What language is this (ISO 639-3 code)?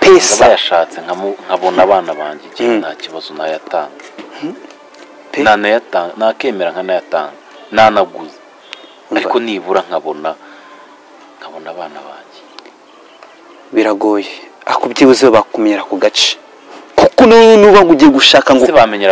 kin